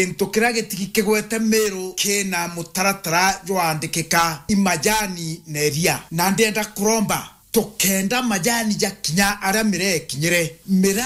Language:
Meru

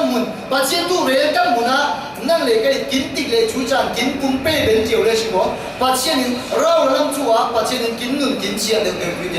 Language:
Falam Chin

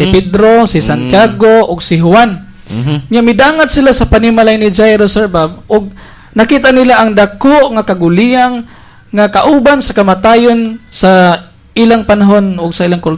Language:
Cebuano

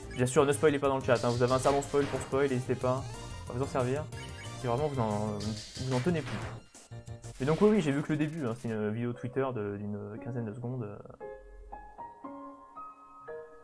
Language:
French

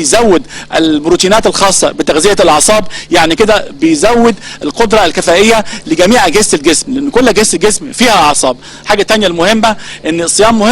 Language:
Egyptian Arabic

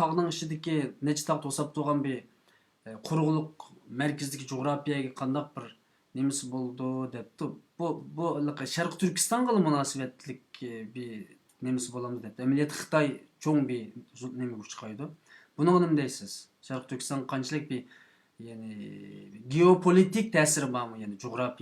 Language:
Uyghur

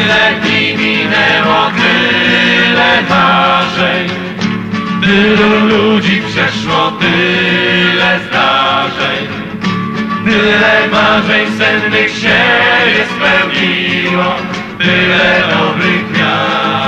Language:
Polish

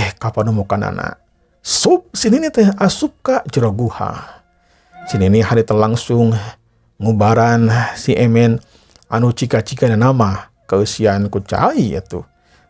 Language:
Sundanese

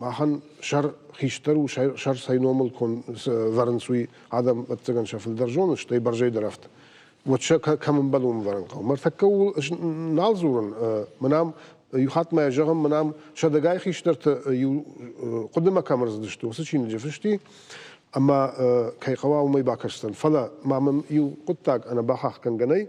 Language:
Ossetic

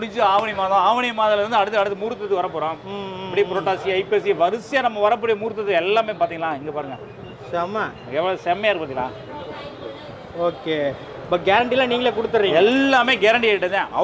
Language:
Tamil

